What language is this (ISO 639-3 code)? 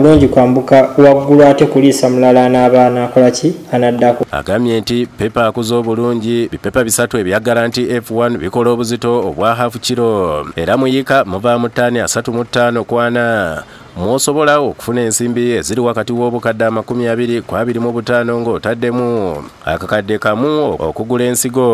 lug